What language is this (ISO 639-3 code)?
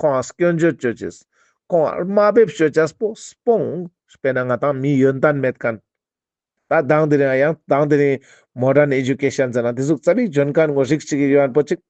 lbj